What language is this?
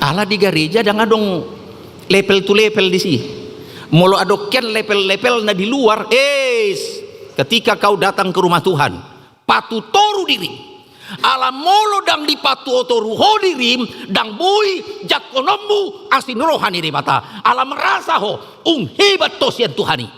Batak Toba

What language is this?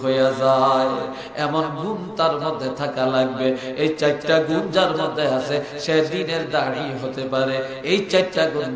Sylheti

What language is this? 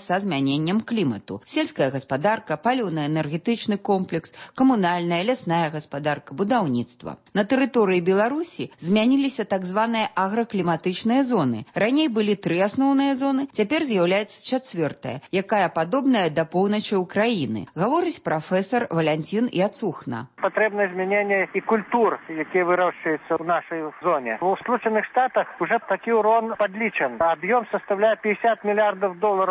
Belarusian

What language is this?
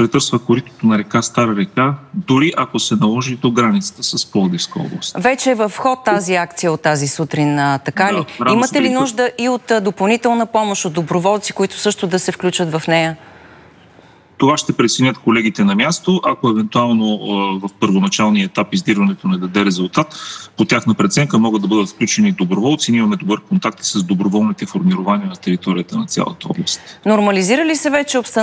Bulgarian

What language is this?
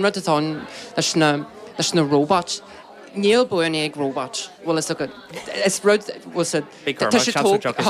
Irish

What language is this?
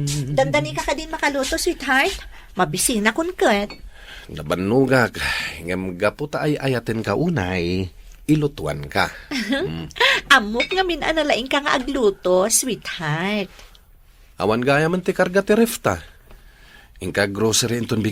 Iloko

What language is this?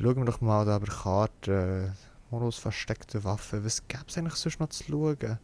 Swiss German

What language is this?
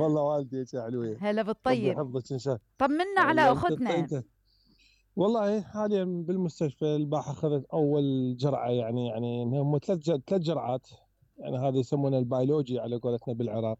Mesopotamian Arabic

